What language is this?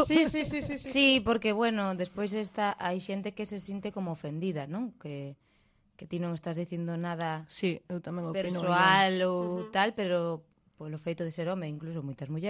Galician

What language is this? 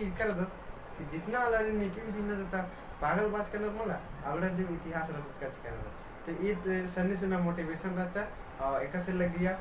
Kurukh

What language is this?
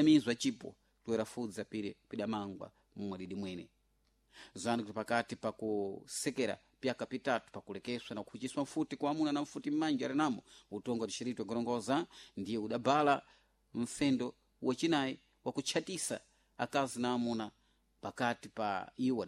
Sena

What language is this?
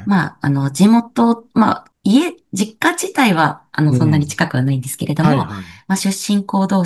Japanese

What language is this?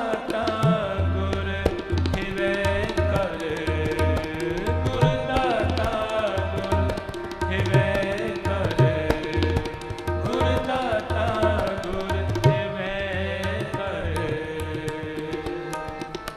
Punjabi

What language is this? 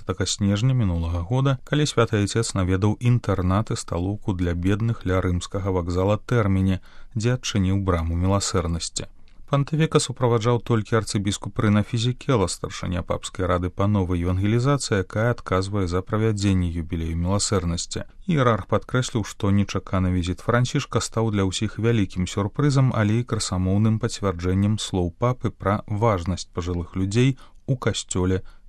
Belarusian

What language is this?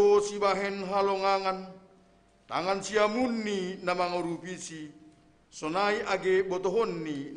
Batak Simalungun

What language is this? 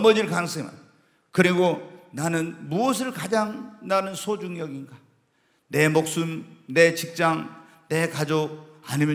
Korean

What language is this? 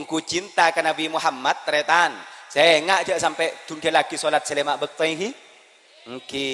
Madurese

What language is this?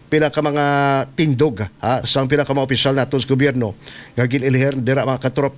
Hiligaynon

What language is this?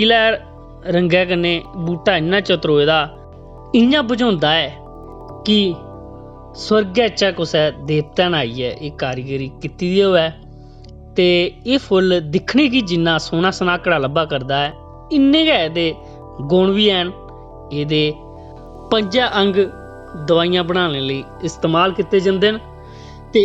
Dogri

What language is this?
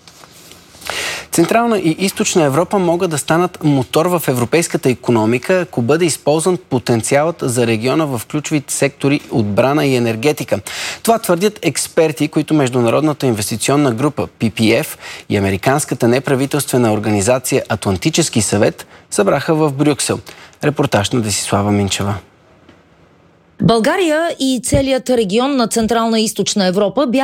Bulgarian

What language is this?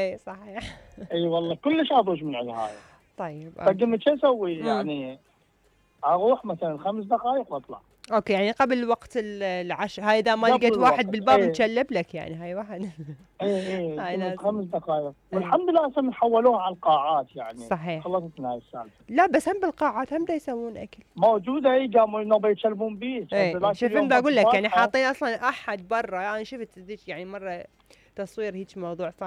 Mesopotamian Arabic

